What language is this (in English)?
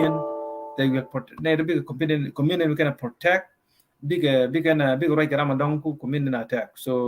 Nuer